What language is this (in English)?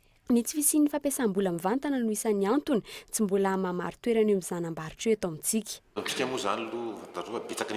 Malagasy